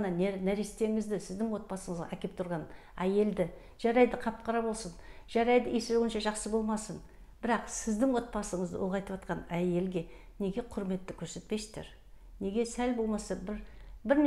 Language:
Kazakh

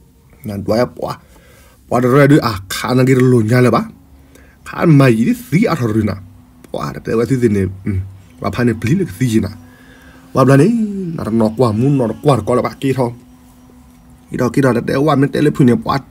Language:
S'gaw Karen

